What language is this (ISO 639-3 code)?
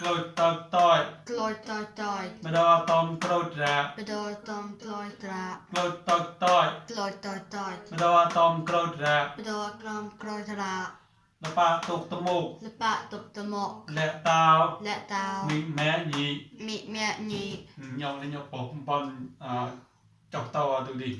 mnw